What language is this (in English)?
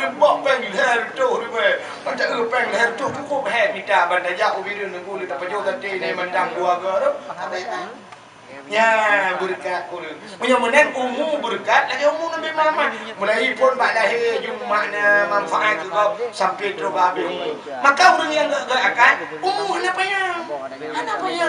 Achinese